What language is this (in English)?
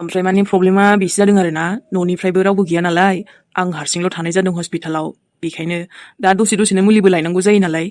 Bodo